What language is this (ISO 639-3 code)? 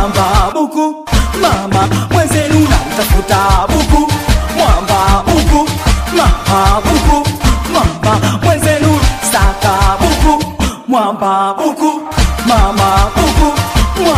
swa